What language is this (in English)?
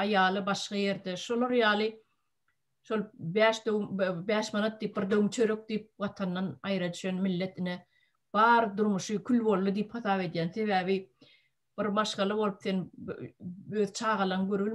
Turkmen